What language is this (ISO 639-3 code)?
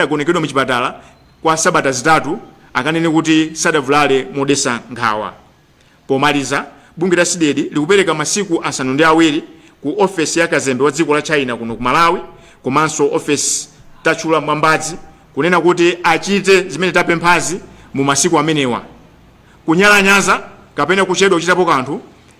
nya